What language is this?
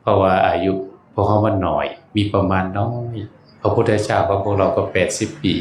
Northeastern Thai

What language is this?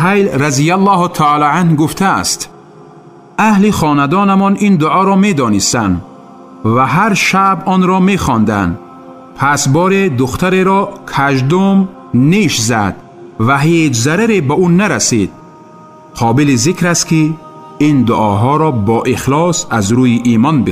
Tajik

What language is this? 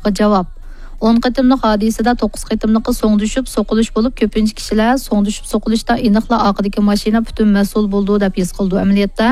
Uyghur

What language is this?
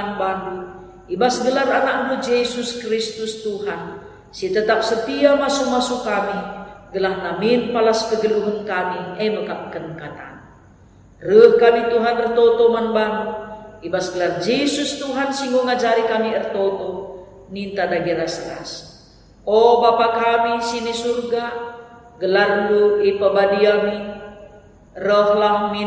Batak Karo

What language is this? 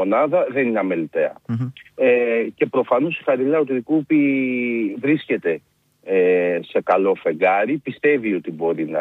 Greek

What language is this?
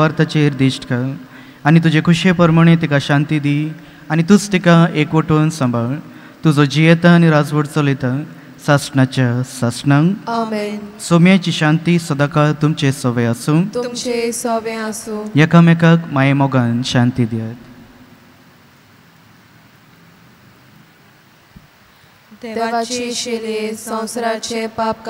Konkani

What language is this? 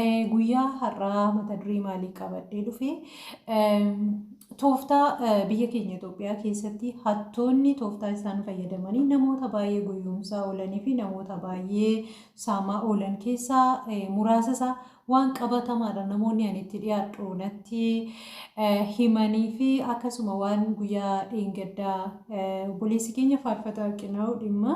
Oromo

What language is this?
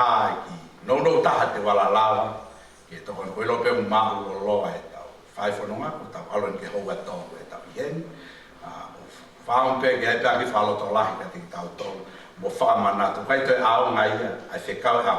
Tongan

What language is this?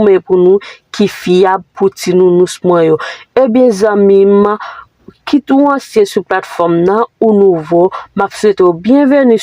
Haitian Creole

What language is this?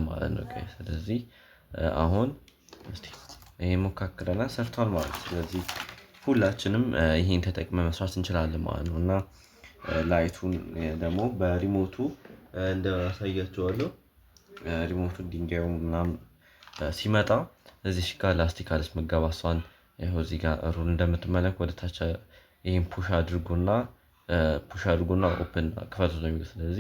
Amharic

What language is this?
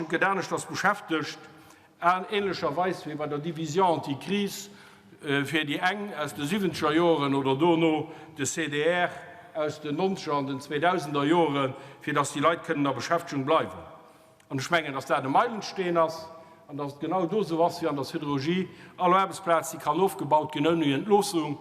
Luxembourgish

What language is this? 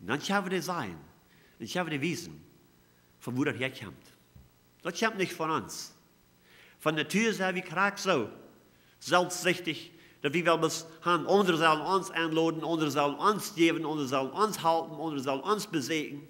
Plautdietsch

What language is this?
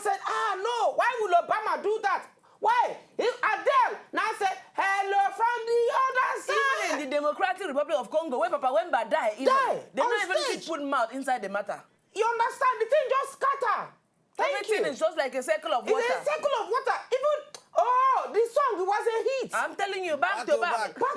Nigerian Pidgin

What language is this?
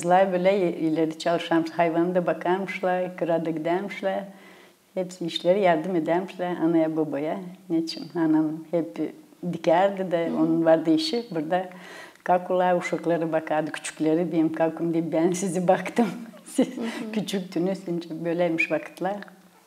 Gagauz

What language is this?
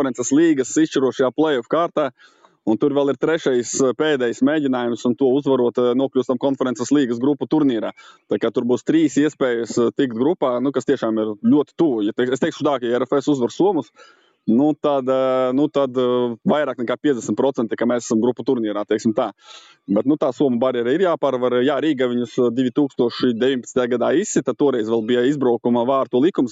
Latvian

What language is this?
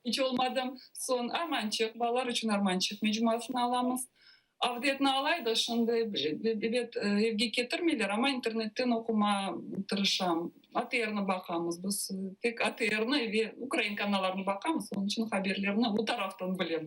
Crimean Tatar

